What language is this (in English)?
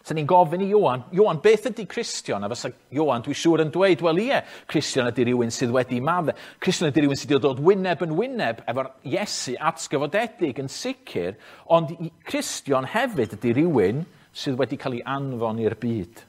Welsh